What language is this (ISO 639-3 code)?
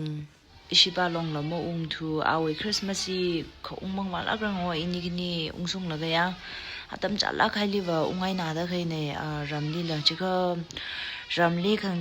nmf